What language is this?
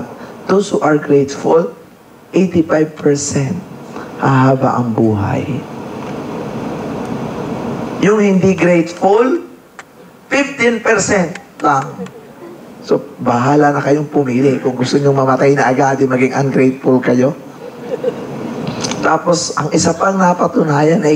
Filipino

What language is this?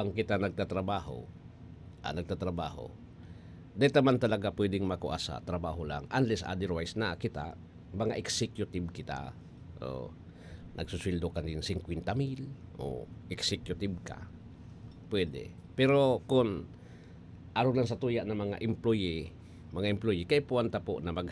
Bikol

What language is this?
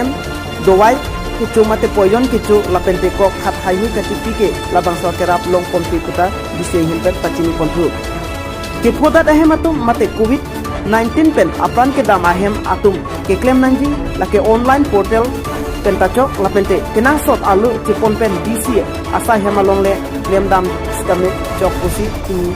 Karbi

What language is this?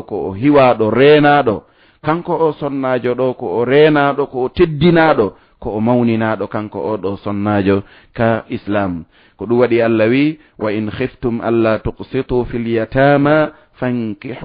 Fula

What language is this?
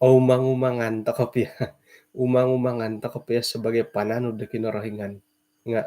Central Dusun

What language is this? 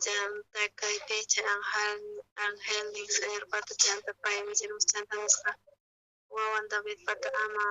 South Bolivian Quechua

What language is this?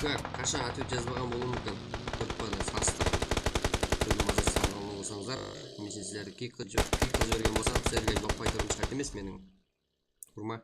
Kara-Kalpak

